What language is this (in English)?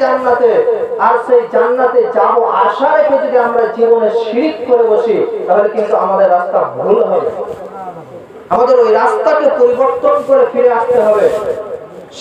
Bangla